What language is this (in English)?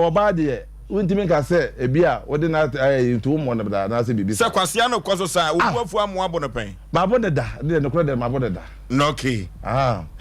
Akan